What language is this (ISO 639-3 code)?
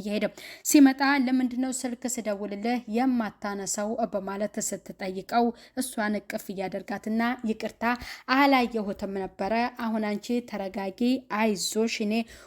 amh